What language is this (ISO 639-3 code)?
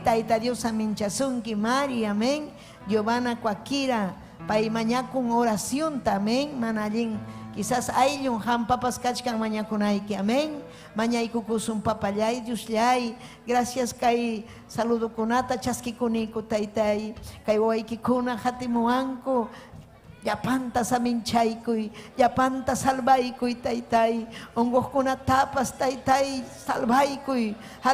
quy